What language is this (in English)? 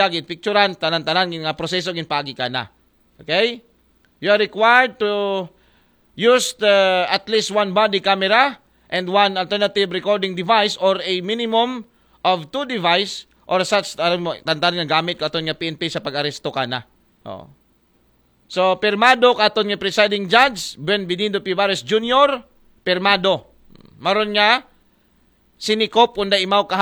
Aklanon